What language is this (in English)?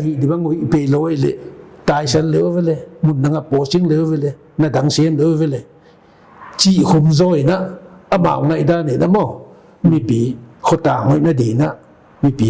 Paite Chin